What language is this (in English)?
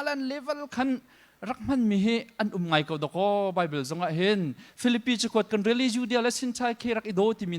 Hakha Chin